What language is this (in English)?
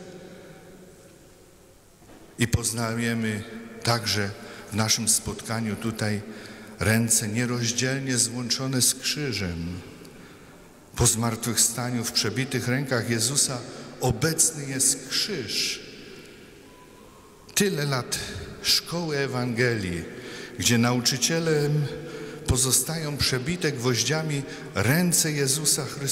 Polish